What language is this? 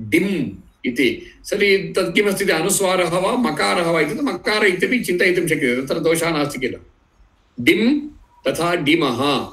Sanskrit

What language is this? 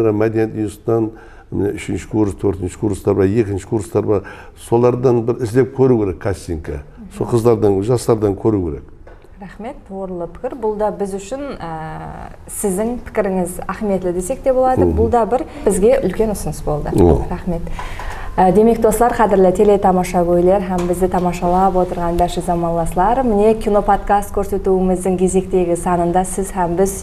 Kara-Kalpak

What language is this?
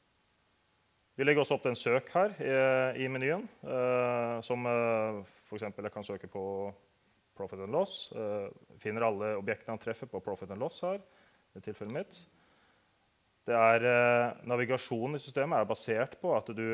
Norwegian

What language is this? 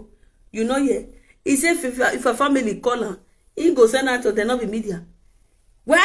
Nigerian Pidgin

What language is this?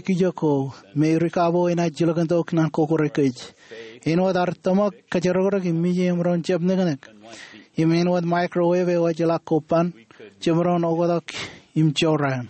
Marshallese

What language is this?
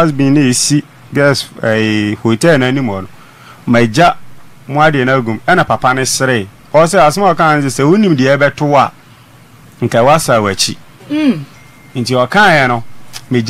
Akan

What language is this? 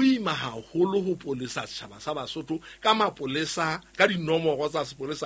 Southern Sotho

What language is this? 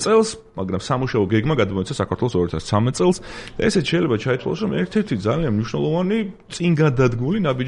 Georgian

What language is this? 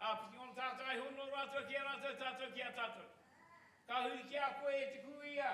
Māori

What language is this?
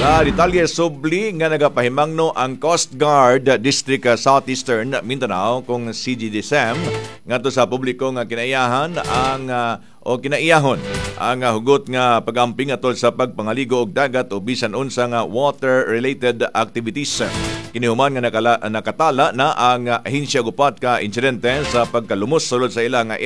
Cebuano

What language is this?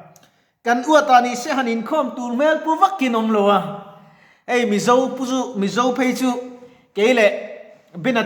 Mizo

